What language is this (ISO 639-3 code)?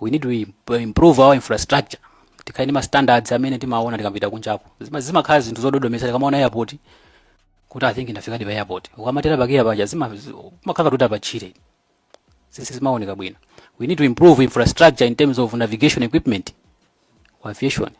nya